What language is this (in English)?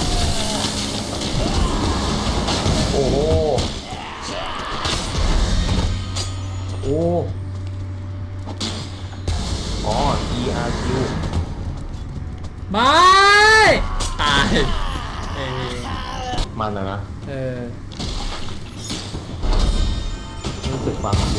Thai